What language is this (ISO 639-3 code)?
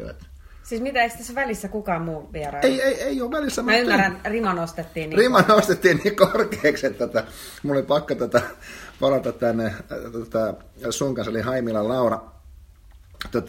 fin